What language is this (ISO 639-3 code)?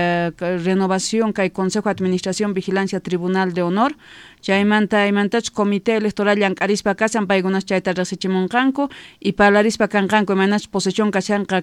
quh